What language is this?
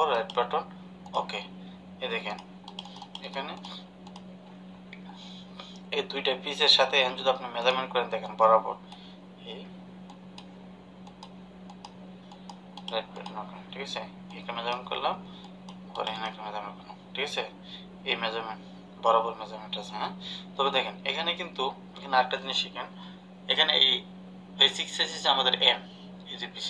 Bangla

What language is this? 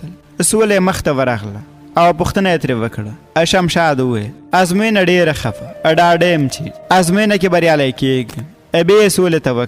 Pashto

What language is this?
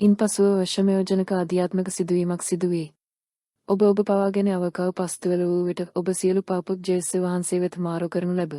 Sinhala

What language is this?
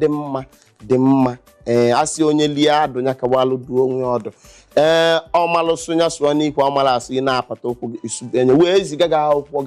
Igbo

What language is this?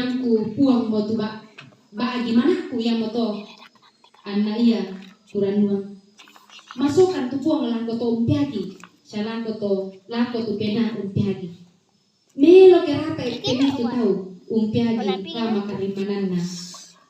Toraja-Sa'dan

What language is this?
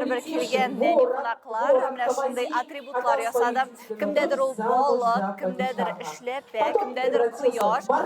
Tatar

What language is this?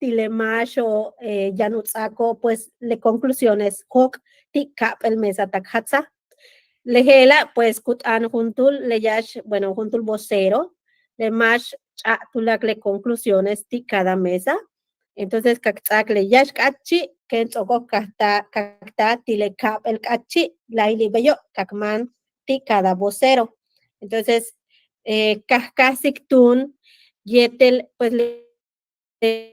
Yucateco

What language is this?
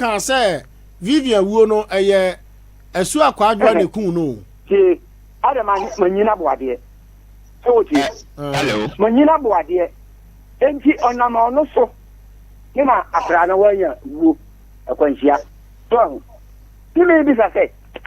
Akan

